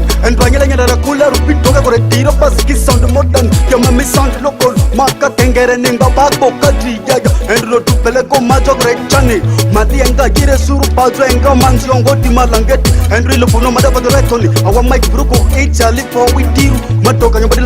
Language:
Ma'di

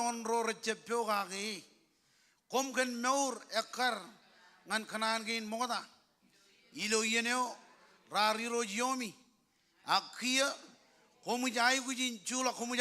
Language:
Marshallese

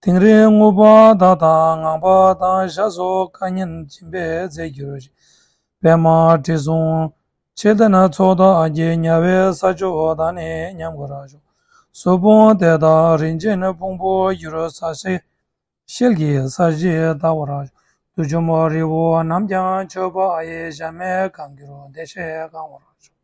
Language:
Tibetan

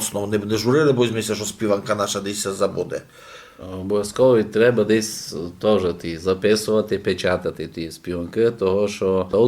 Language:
Rusyn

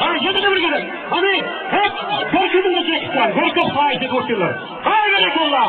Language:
Turkmen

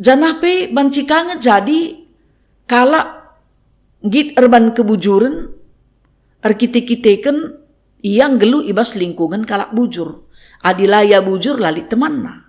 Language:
Batak Karo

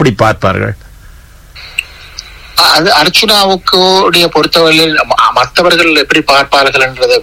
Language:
Tamil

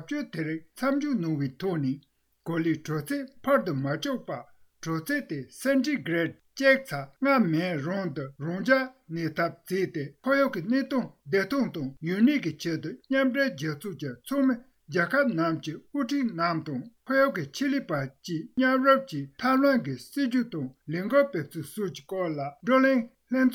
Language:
Tibetan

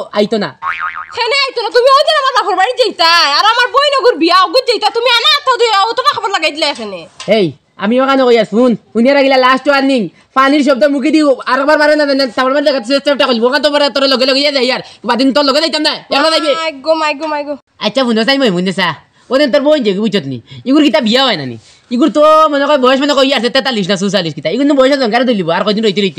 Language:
Sylheti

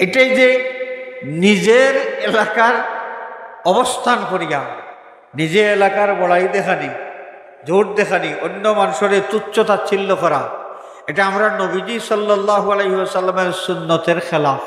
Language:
Sylheti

